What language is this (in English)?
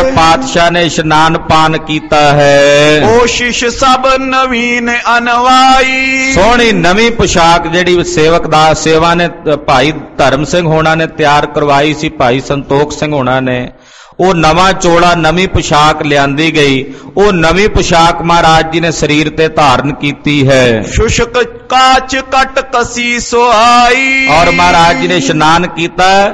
Punjabi